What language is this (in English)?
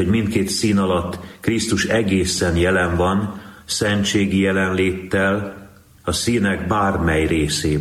Hungarian